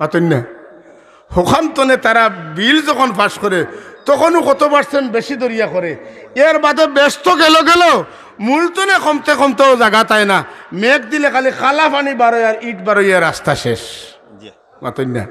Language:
Sylheti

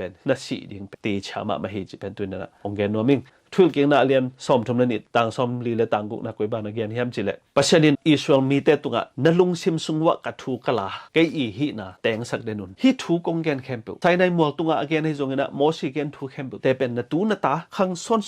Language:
Tedim Chin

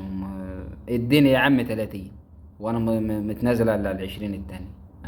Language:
Egyptian Arabic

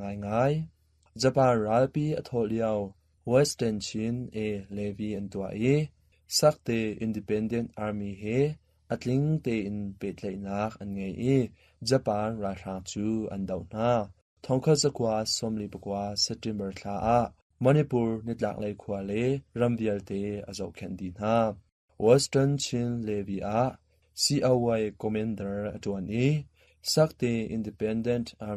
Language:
Hakha Chin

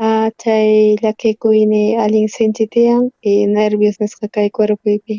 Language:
South Bolivian Quechua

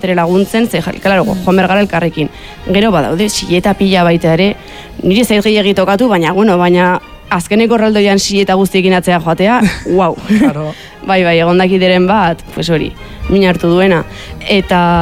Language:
Basque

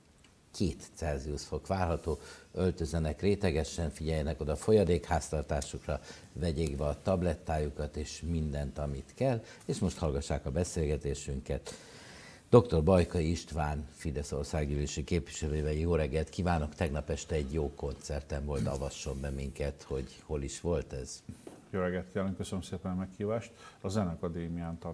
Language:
Hungarian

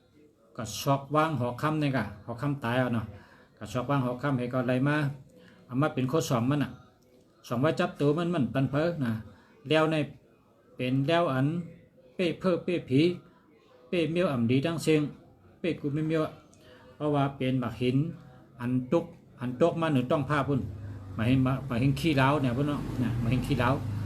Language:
Shan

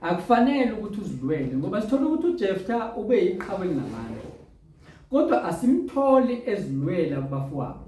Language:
Zulu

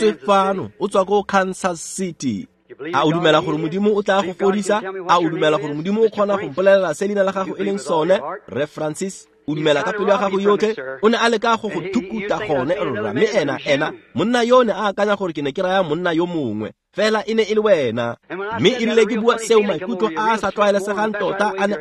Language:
Tswana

